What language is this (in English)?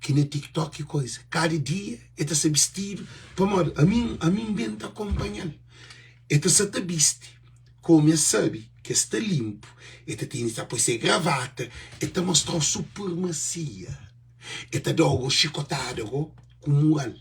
Kabuverdianu